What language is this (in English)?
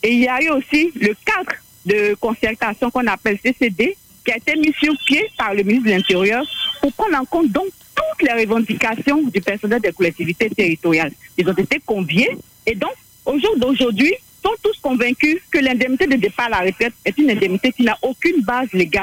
French